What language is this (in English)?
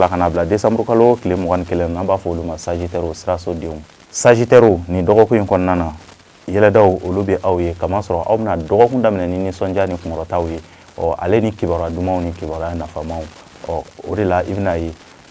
Bambara